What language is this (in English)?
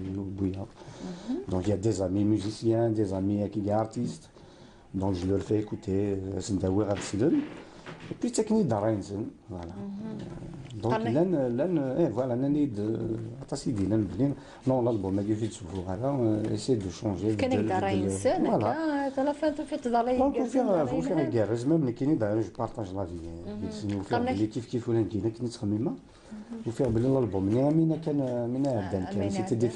Kabyle